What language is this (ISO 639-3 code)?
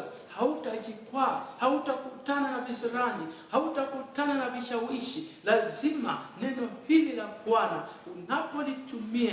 swa